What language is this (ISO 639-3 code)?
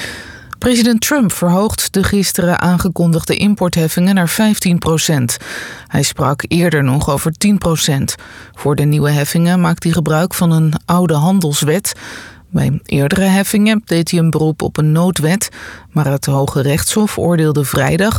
nld